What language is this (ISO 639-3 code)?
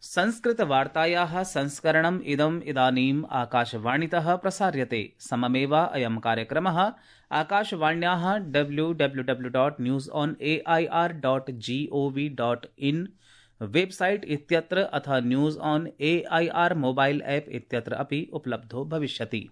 san